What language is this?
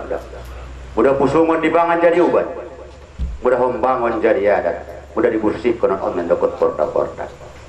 Batak Angkola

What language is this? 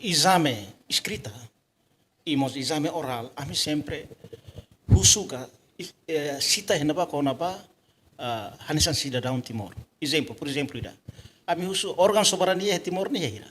Tetum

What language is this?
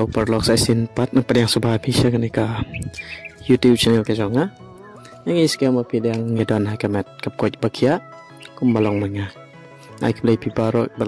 Khasi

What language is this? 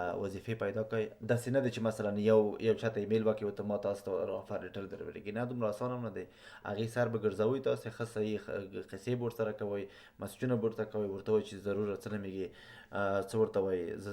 Pashto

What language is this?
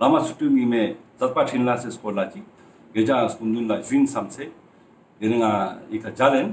Ladakhi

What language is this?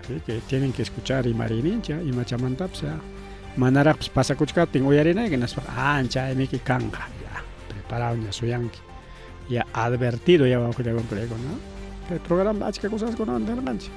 Ayacucho Quechua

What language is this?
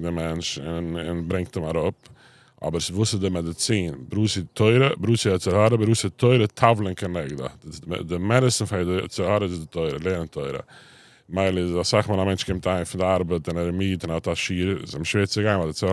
Yiddish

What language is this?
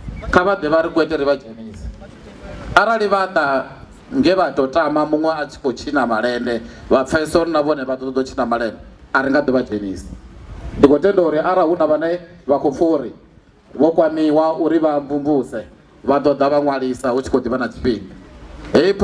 Venda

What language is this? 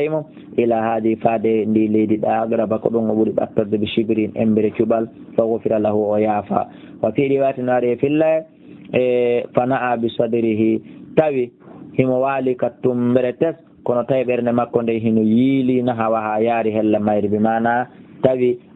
Fula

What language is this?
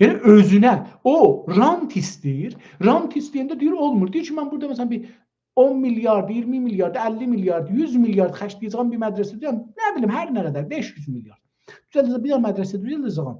South Azerbaijani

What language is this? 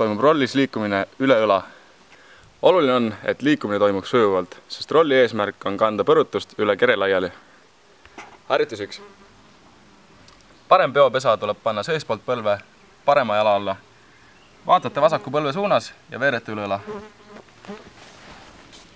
Estonian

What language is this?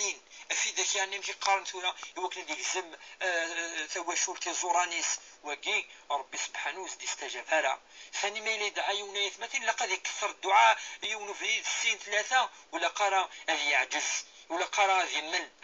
Kabyle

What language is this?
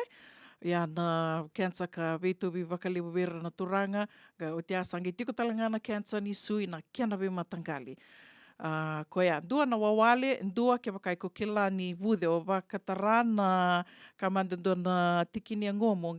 Fijian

